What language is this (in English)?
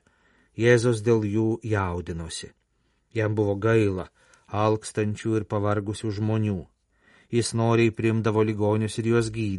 Lithuanian